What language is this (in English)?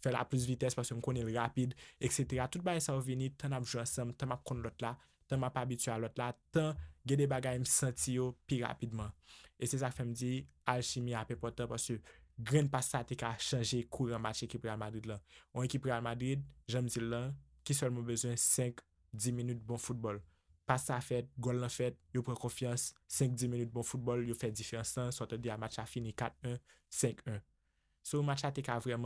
Haitian Creole